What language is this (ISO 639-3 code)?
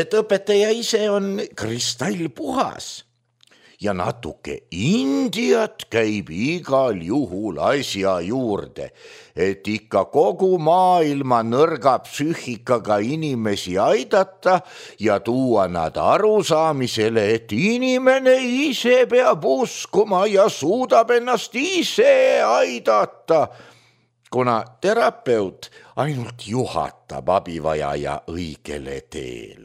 est